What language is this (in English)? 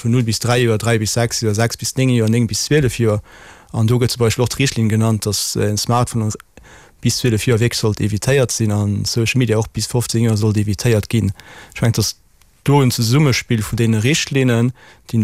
Luxembourgish